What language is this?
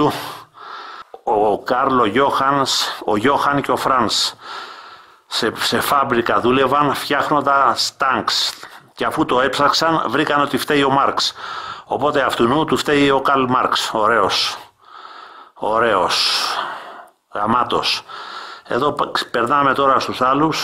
Greek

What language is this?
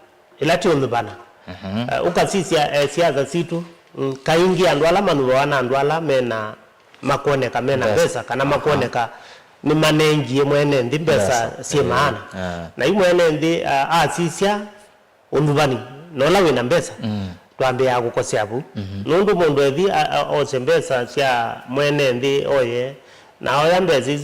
Kamba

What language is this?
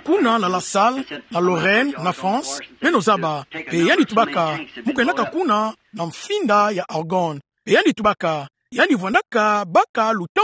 Kituba (Democratic Republic of Congo)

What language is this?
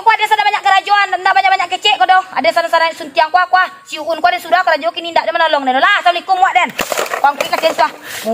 Minangkabau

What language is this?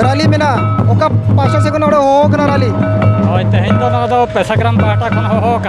Santali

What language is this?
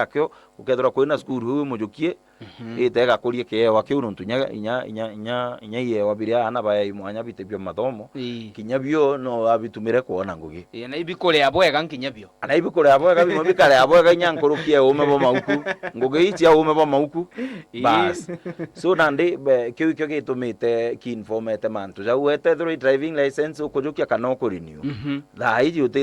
Meru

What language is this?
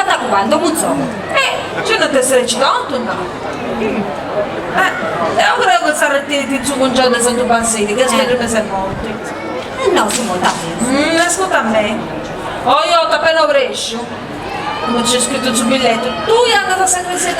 Sardinian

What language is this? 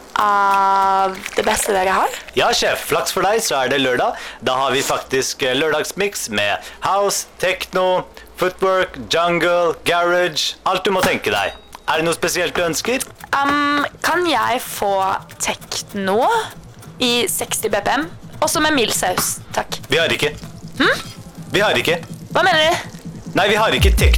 Norwegian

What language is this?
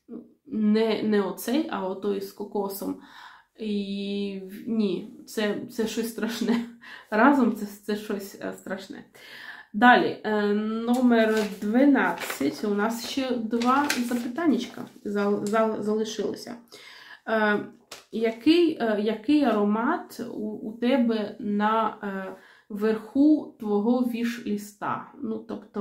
Ukrainian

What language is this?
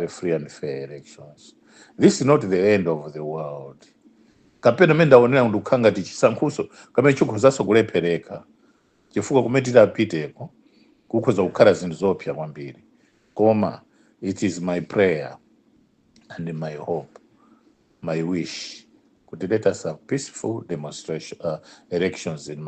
Nyanja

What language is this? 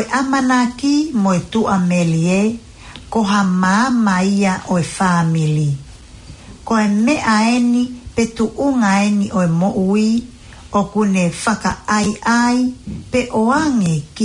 Tongan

